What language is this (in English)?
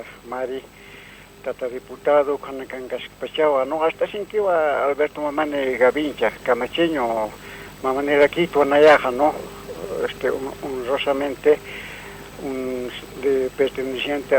Aymara